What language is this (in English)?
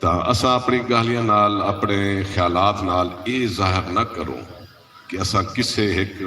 Saraiki